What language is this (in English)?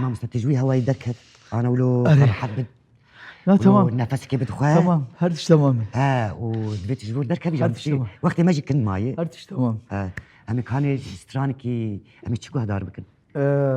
Kurdish